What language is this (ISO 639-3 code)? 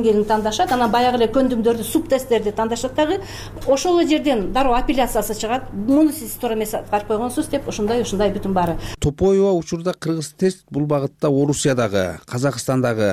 kir